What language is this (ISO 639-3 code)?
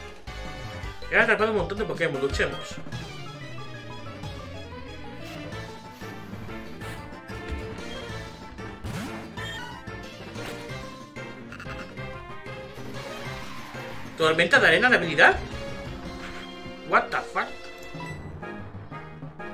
spa